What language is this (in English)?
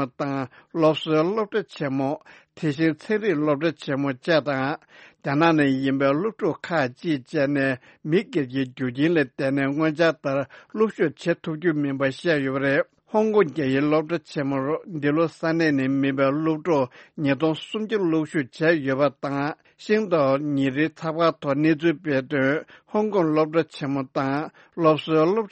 Tibetan